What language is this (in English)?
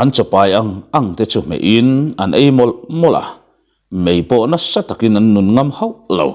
Mizo